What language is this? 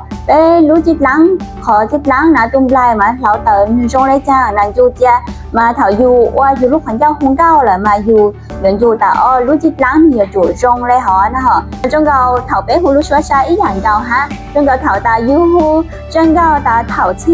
Hmong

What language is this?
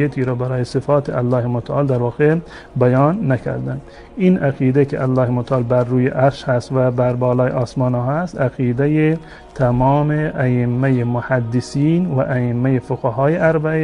Persian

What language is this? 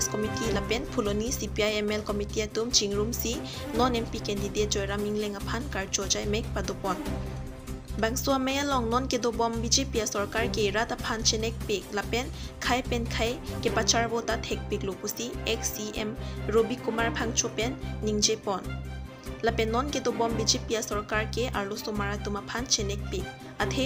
Karbi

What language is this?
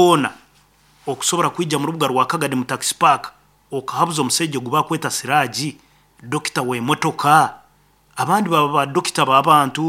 Nyoro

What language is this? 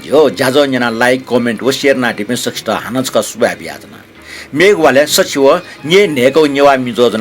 Newari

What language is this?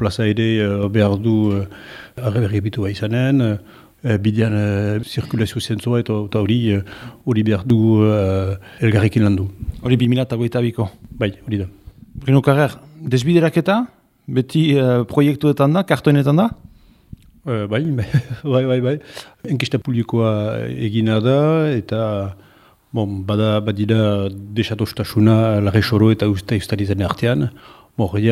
Basque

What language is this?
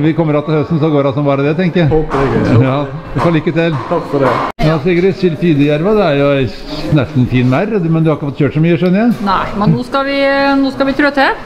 Norwegian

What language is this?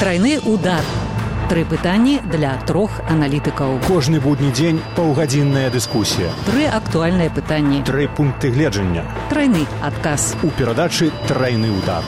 Belarusian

